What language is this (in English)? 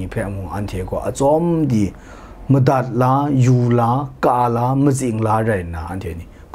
Kachin